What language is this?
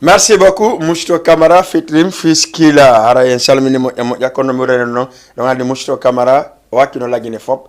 Fula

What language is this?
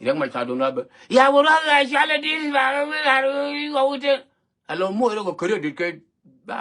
Nuer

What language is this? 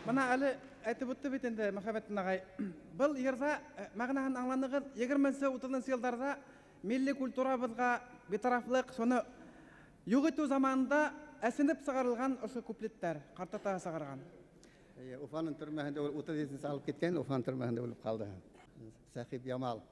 Bashkir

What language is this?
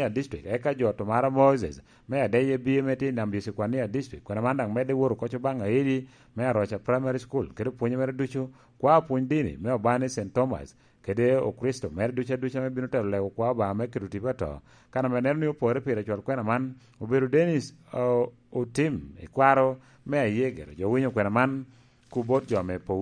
Lango (Uganda)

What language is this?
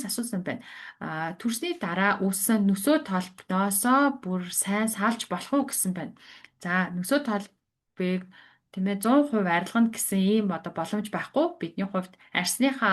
Mongolian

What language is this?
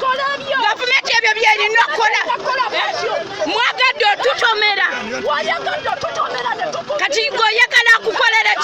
Ganda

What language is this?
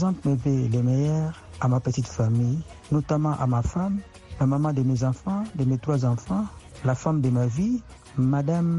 French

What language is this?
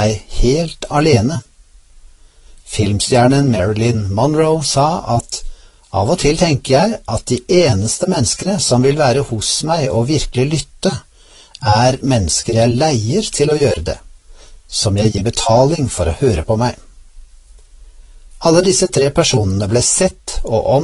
Norwegian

